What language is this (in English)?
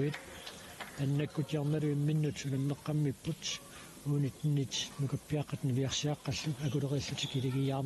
Kalaallisut